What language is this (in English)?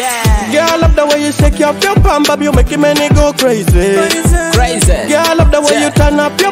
Nyoro